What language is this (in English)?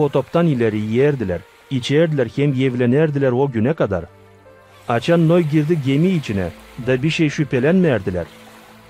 Gagauz